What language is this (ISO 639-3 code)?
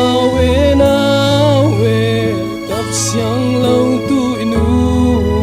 cfm